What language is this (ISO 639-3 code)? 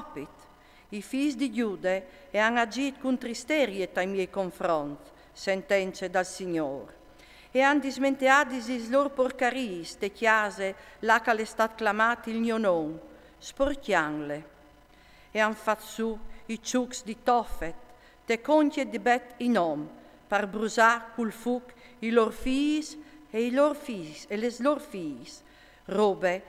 fur